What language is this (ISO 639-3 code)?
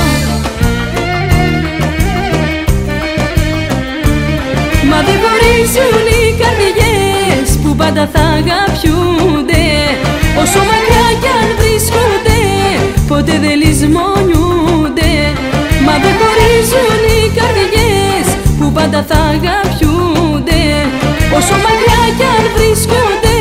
ell